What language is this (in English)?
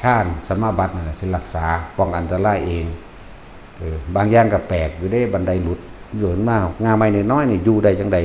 Northeastern Thai